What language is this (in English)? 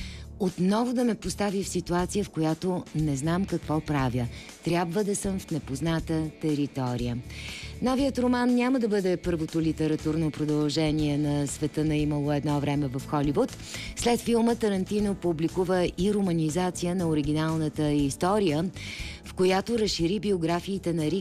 Bulgarian